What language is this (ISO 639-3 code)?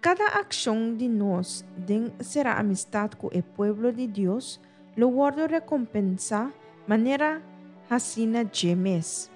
pap